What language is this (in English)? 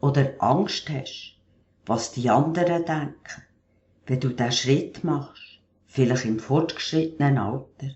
Swiss German